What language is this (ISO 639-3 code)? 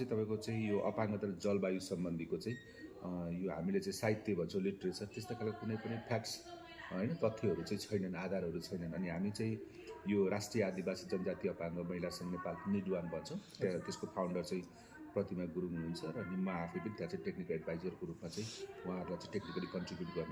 nep